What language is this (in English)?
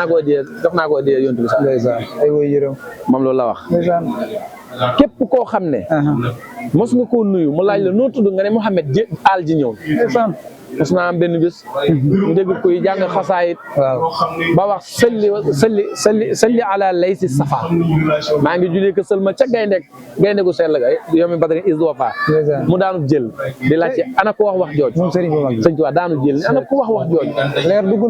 Wolof